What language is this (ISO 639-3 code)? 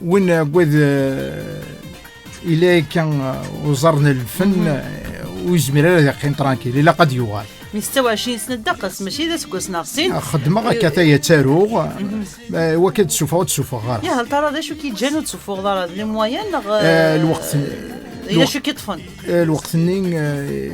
kab